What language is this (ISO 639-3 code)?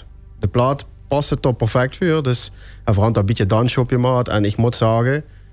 lim